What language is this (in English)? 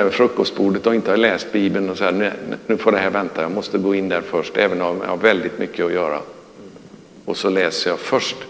Swedish